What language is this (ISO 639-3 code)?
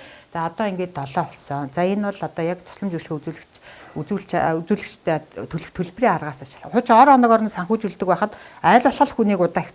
mon